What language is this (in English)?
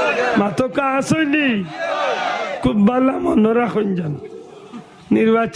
Sylheti